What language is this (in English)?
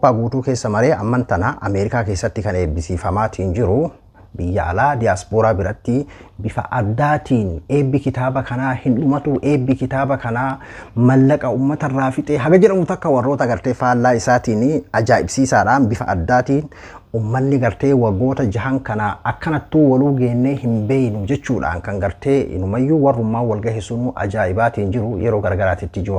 Oromo